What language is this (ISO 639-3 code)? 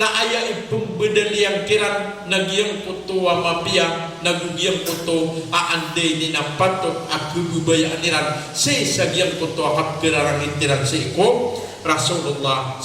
mrw